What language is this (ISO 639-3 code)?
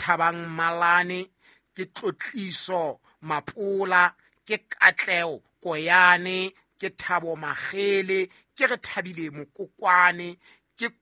sot